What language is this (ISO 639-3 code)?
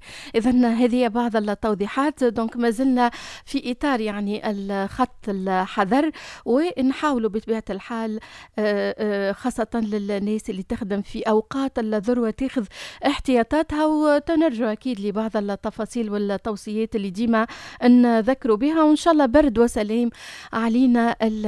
aeb